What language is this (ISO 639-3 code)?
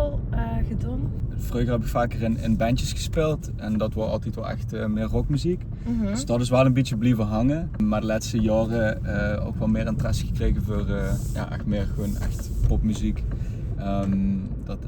lim